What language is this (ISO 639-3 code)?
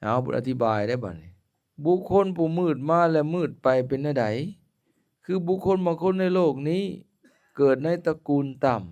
lao